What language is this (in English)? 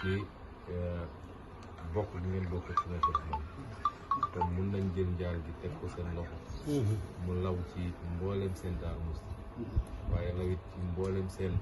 Wolof